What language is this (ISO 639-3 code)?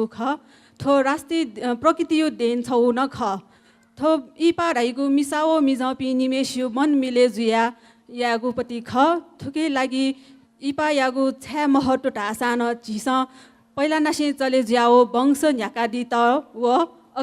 new